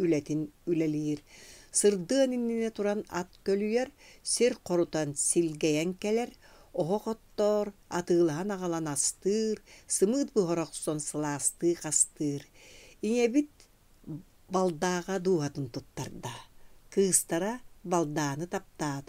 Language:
Yakut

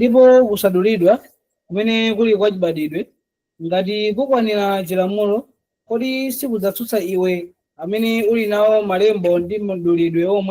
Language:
Nyanja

